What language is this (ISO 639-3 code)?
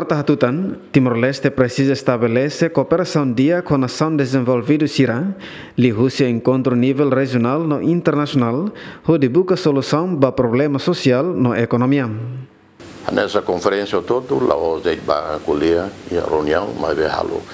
tet